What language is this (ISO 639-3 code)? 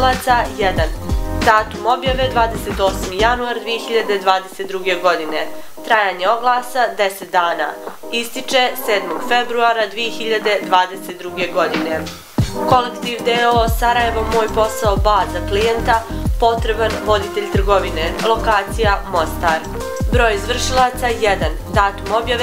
bos